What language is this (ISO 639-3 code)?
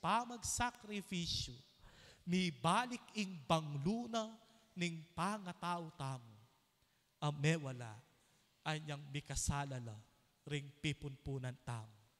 pam